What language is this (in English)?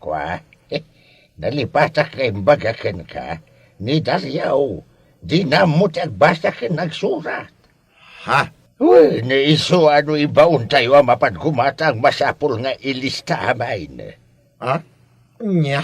Iloko